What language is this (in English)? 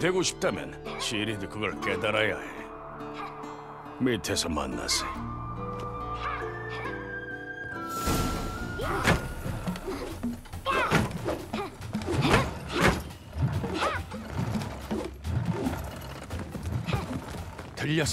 Korean